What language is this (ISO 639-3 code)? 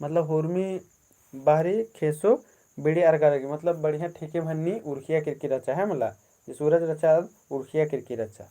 kru